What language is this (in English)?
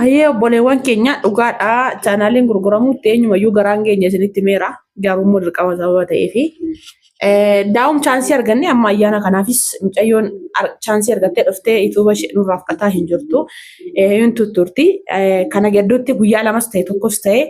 Oromo